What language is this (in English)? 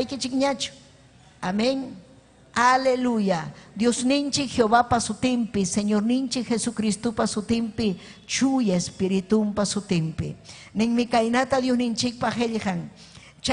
Ayacucho Quechua